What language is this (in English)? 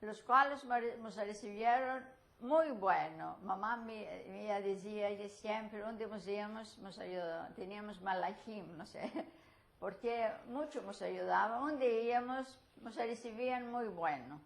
Ladino